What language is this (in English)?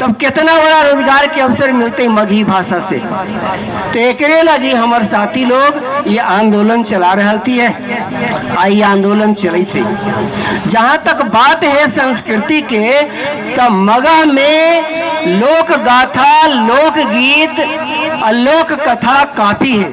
Magahi